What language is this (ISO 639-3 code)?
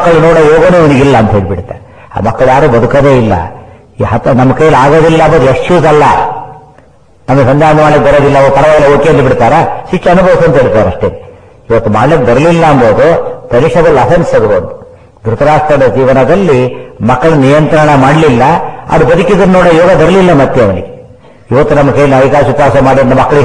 kan